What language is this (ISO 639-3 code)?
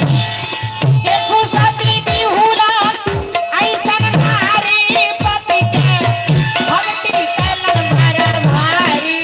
mai